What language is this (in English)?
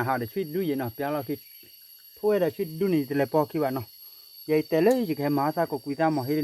S'gaw Karen